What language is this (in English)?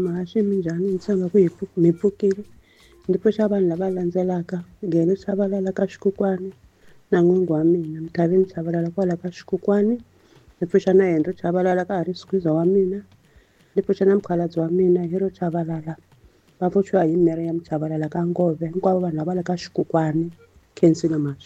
Tsonga